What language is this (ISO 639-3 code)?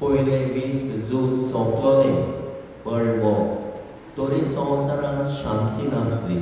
kok